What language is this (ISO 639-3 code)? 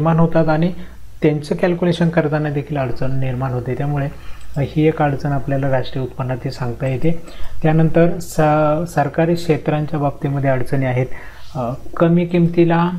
mar